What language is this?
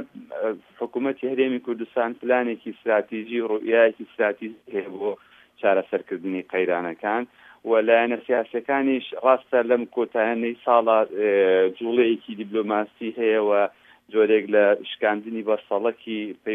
Central Kurdish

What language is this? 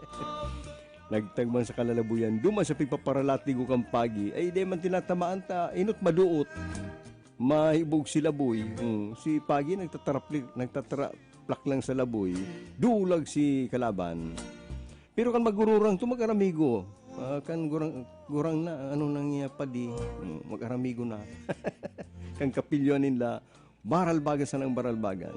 Bikol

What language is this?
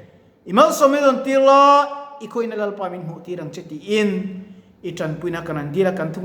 Mizo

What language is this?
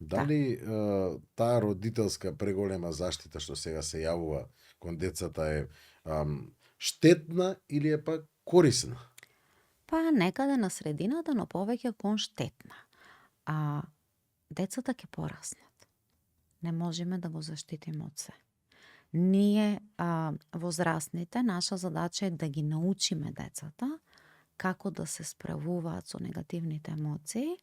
Macedonian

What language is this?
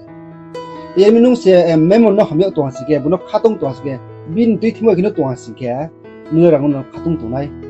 Riang (India)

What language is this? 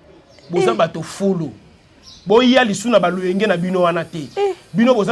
Lingala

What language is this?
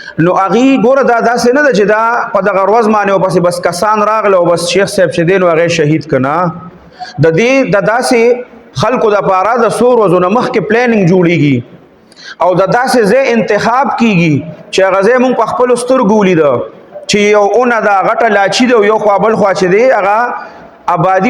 Pashto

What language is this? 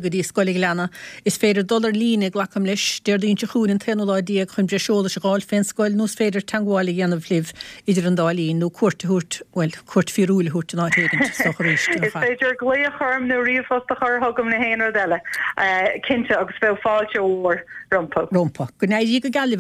Irish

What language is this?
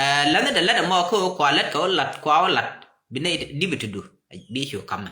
Nuer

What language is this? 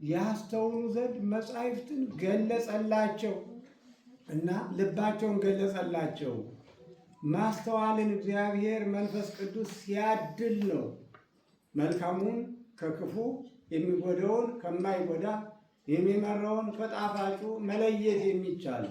Amharic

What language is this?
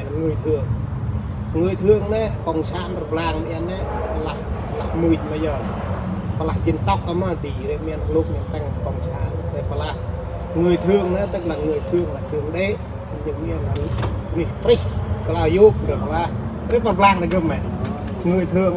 Central Mnong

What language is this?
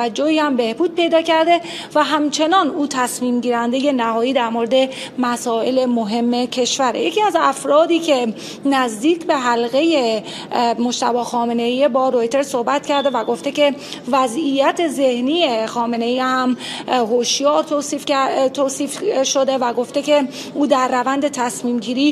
Persian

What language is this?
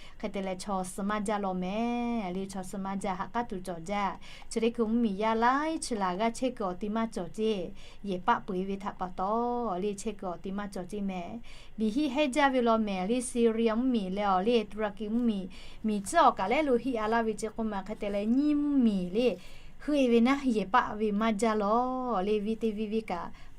Lahu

